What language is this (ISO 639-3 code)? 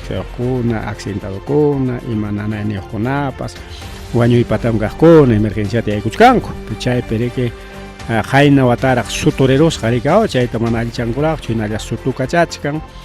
quy